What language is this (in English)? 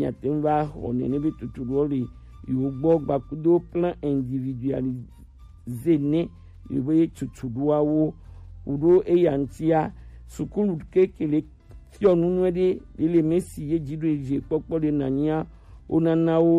Gen